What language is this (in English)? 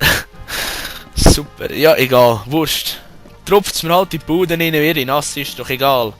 Swiss German